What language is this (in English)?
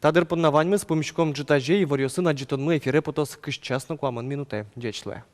Udmurt